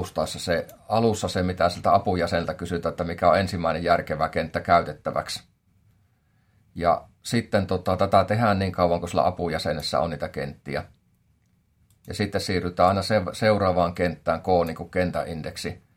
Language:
Finnish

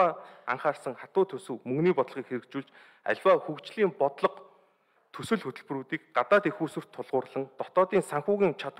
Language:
Mongolian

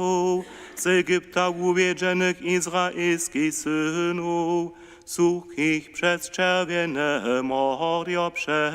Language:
Upper Sorbian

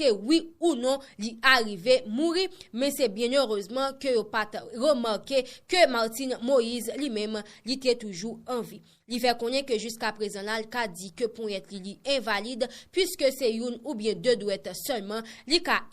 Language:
Haitian Creole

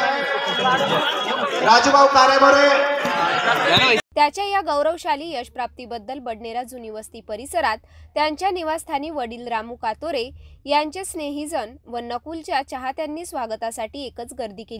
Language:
Marathi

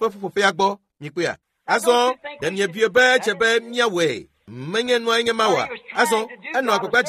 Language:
Ewe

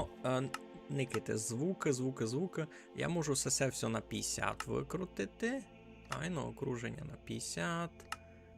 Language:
Rusyn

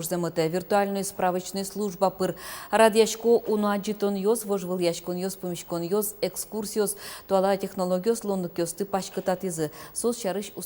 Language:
Udmurt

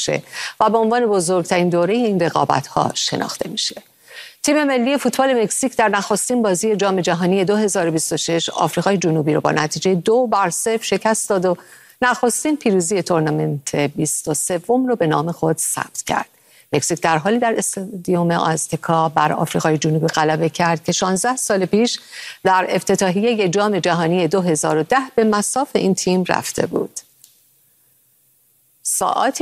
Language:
Persian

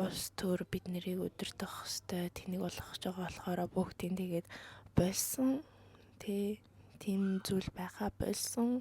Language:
Mongolian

